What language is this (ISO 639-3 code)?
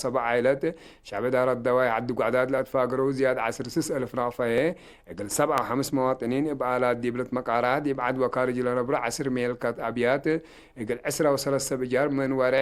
tig